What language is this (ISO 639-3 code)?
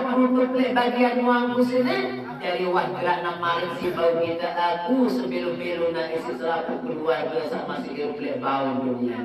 sas